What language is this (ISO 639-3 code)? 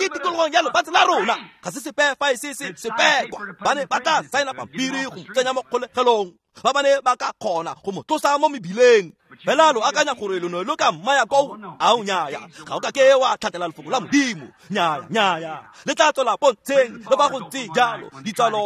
tsn